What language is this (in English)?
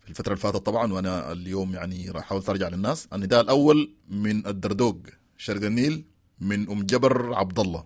Sudanese Arabic